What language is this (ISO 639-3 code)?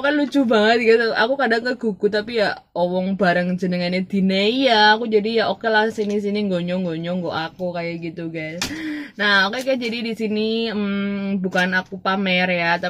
ind